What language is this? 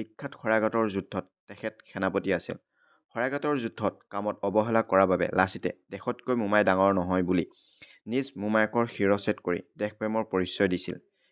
Assamese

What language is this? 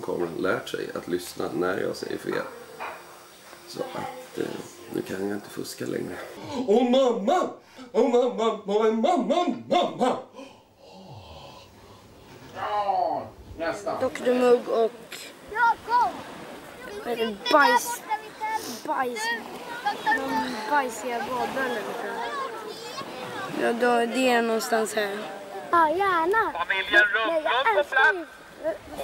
Swedish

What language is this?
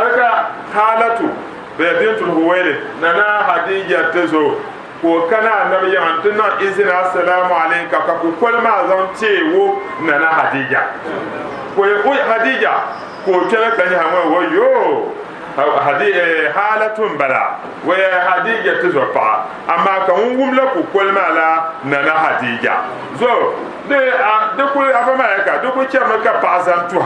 Dagbani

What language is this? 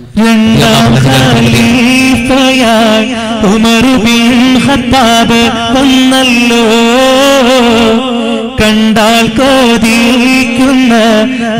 Malayalam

